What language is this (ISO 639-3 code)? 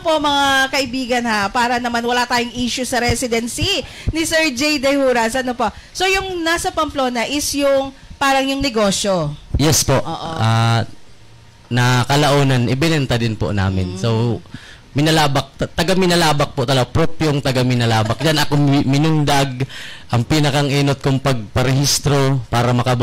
bik